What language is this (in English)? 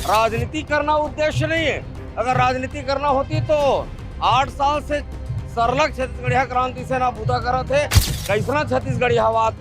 Chhattisgarhi